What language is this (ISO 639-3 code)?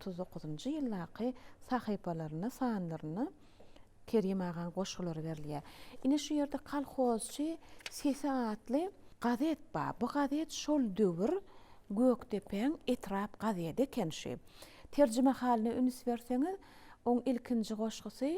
tuk